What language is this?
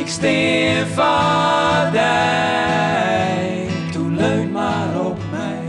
Western Frisian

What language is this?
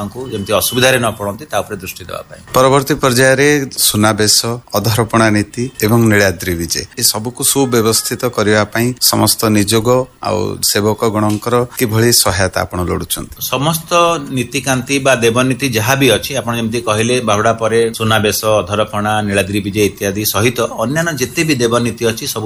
Odia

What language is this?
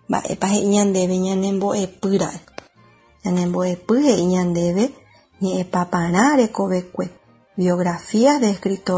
Guarani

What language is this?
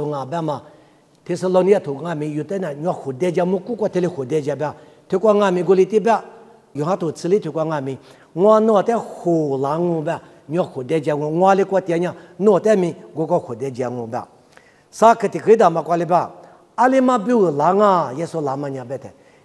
Lisu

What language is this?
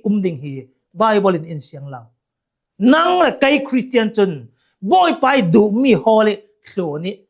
Hakha Chin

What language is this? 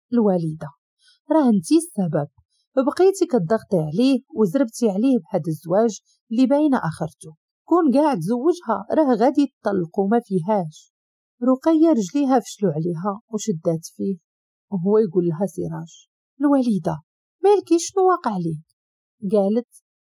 Moroccan Arabic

